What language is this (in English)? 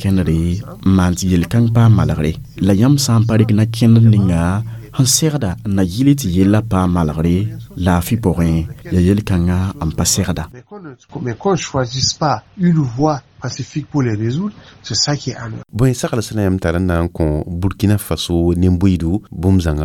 Mossi